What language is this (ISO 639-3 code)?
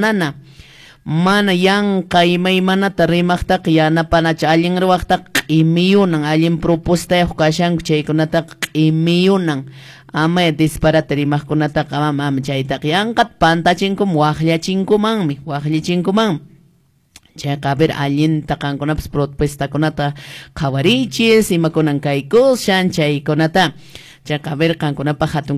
que